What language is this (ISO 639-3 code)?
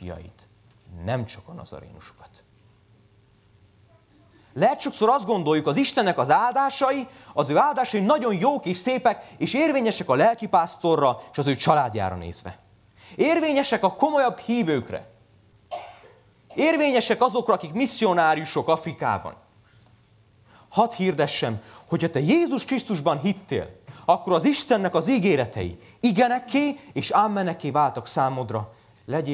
hun